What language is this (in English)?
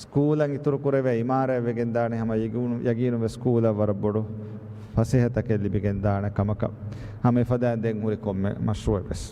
Divehi